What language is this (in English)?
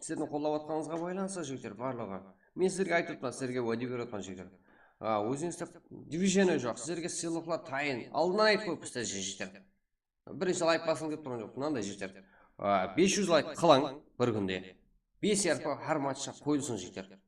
Kara-Kalpak